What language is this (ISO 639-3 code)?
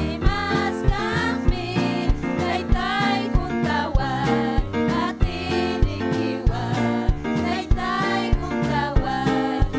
quy